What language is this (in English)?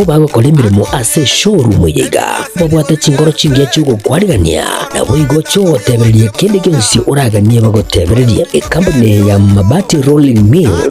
Gusii